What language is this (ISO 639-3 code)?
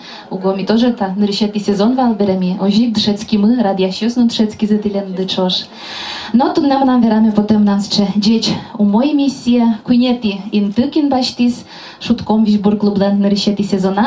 udm